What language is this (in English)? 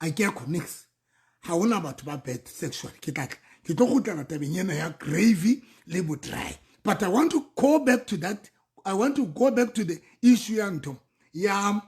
Southern Sotho